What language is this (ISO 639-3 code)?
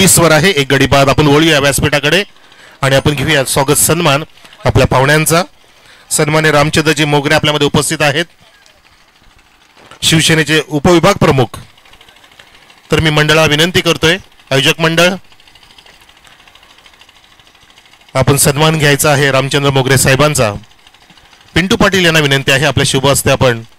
mar